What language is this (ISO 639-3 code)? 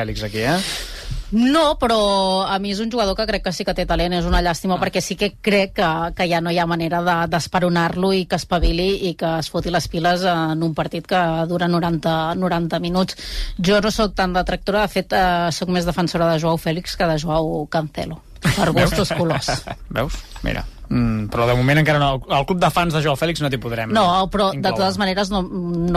cat